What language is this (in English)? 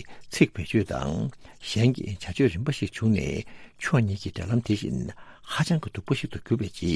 Tibetan